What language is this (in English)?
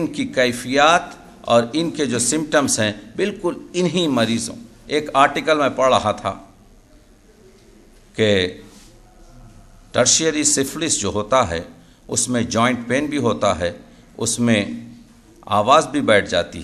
Urdu